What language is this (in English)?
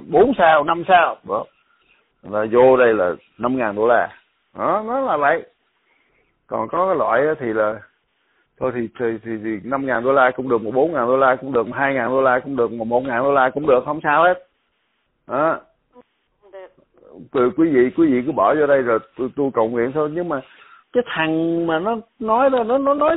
Vietnamese